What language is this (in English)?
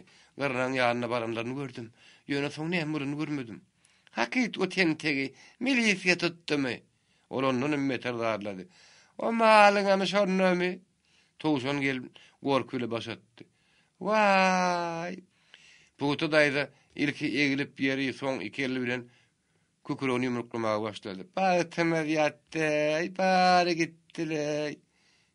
Turkmen